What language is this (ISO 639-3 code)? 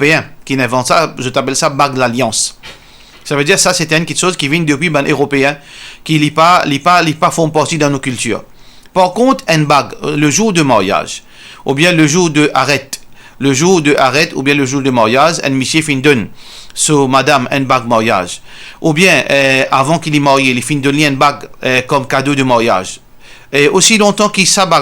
mfe